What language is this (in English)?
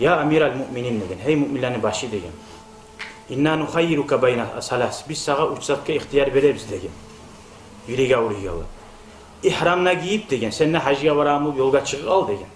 Kumyk